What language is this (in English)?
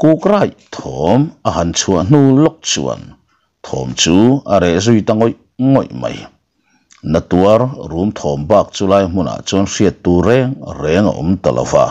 Mizo